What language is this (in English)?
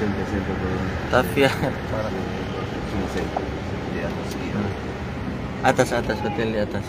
Manado Malay